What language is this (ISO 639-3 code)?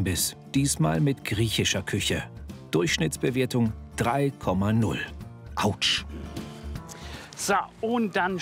deu